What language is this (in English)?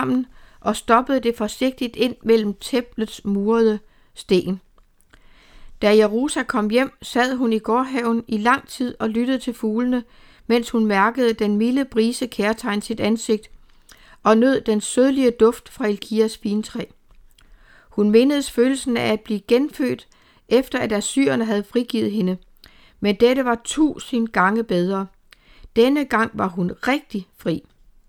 Danish